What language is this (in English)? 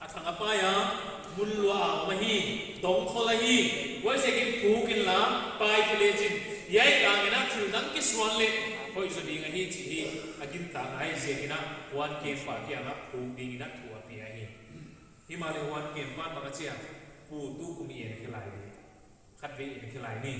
Paite Chin